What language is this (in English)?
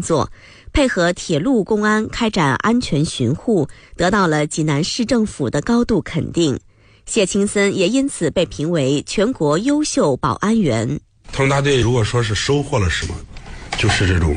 Chinese